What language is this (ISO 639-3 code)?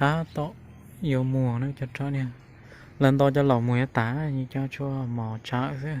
hmn